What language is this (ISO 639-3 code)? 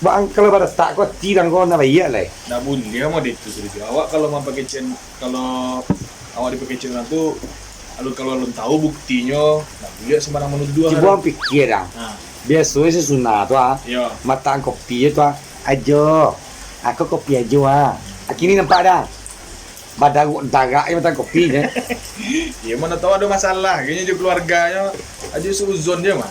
min